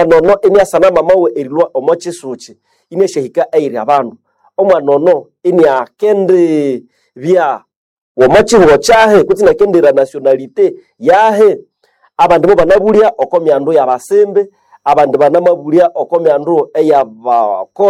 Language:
Nande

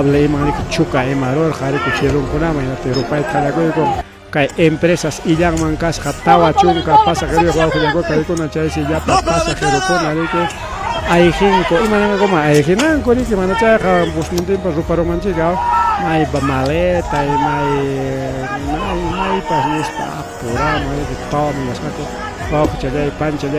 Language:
Ayacucho Quechua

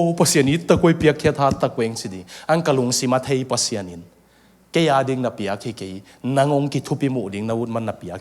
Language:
Tedim Chin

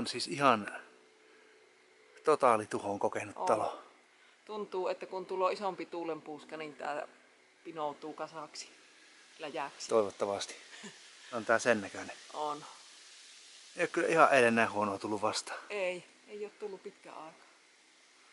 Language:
Finnish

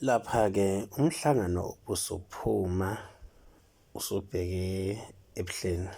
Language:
Zulu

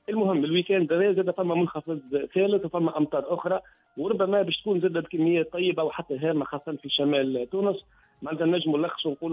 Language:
Tunisian Arabic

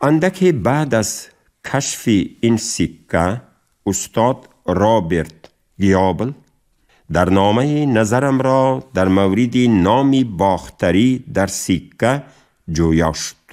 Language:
Tajik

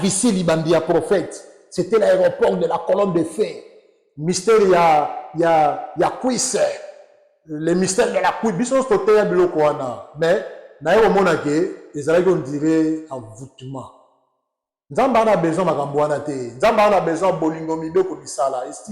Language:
Lingala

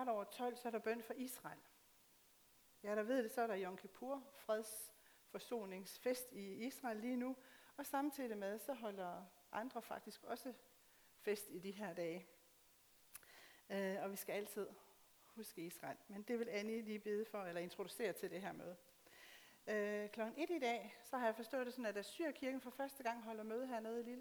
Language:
Danish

